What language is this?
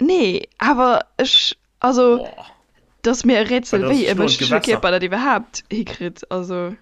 Luxembourgish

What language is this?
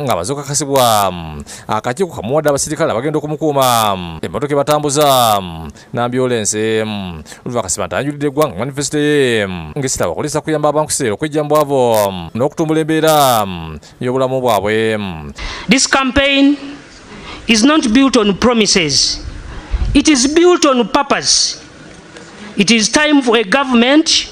Ganda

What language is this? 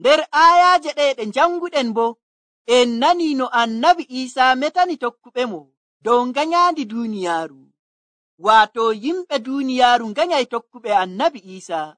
Nigerian Fulfulde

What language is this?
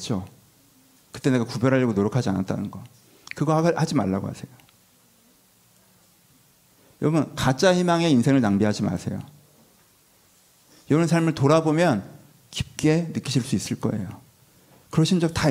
Korean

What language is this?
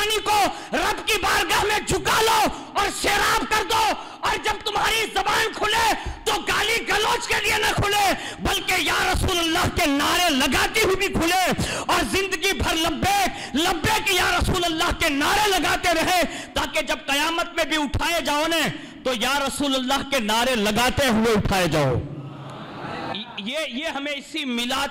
Urdu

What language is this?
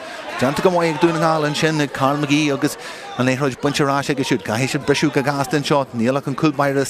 Irish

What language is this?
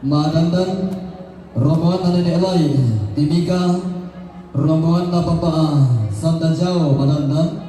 Toraja-Sa'dan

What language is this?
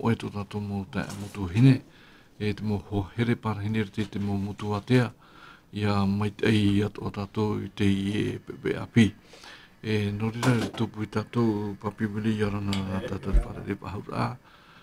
Tahitian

